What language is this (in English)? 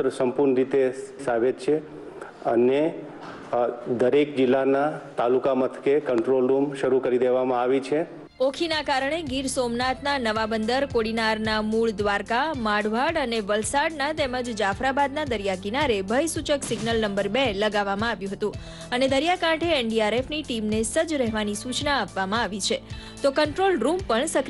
Gujarati